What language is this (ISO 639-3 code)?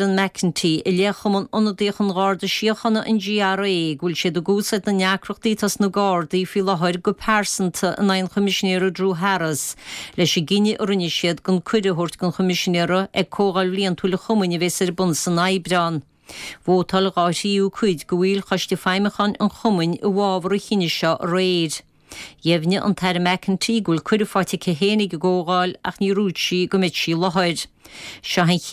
gle